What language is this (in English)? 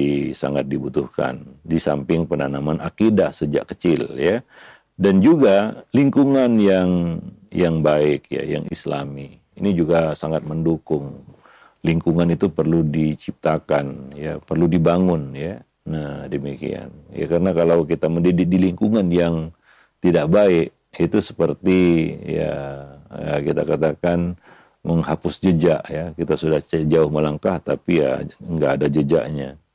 Indonesian